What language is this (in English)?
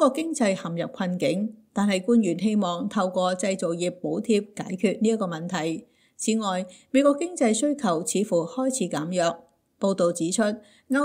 Cantonese